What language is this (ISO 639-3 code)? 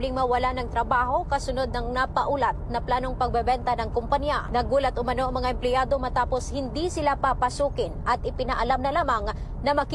fil